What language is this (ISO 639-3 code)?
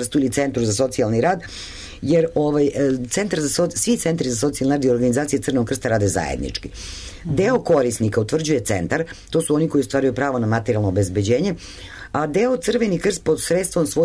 srp